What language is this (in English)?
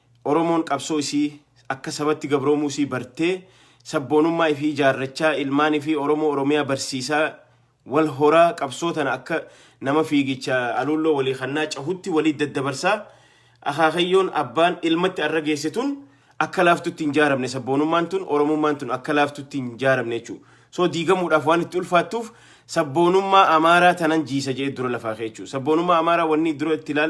Oromo